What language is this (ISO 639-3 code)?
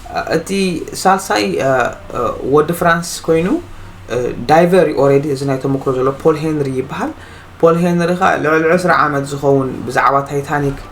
tir